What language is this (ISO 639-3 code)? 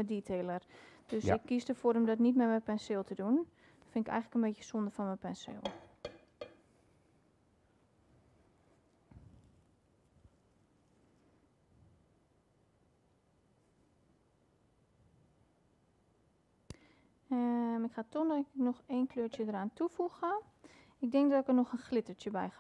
nld